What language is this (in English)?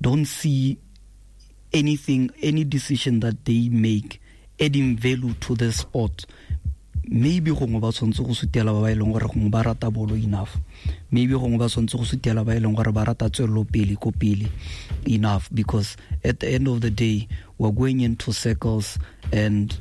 Tswana